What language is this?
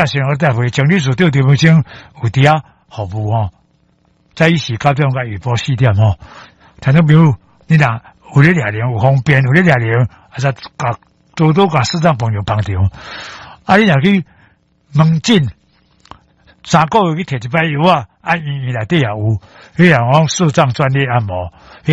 Min Nan Chinese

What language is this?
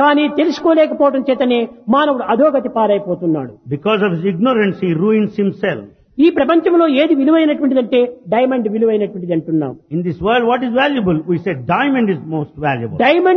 Telugu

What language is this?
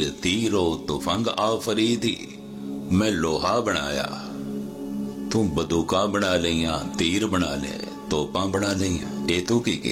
Punjabi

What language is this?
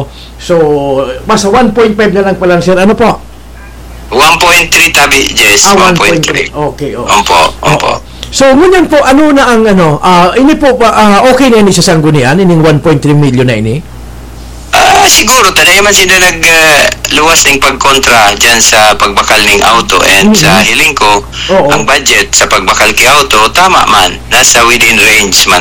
Bikol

